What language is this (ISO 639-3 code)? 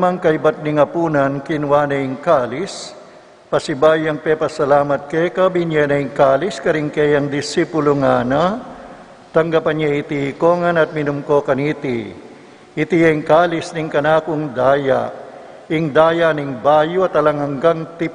pam